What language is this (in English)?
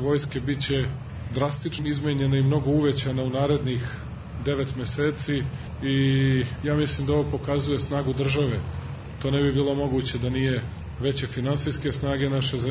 Serbian